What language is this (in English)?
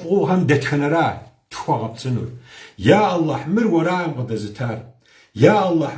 Kabardian